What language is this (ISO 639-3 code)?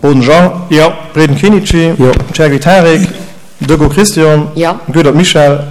ltz